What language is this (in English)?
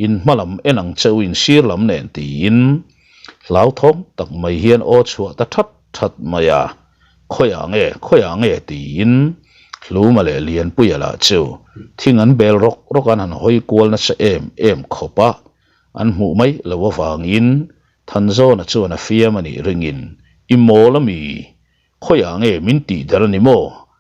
Mizo